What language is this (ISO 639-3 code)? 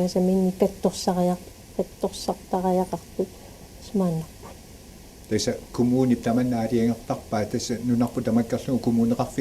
kal